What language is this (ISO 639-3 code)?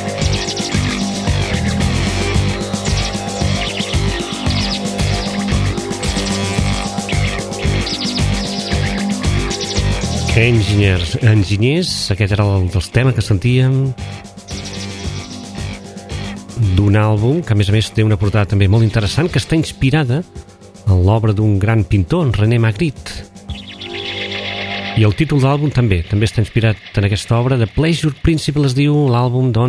cat